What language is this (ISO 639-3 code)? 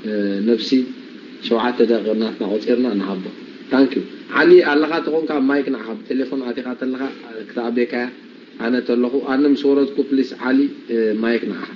tir